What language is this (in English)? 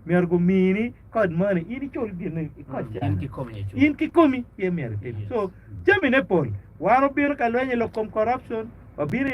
Acoli